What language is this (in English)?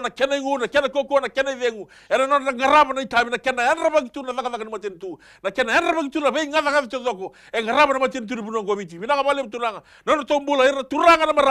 Fijian